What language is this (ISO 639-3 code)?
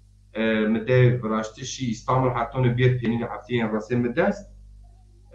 zza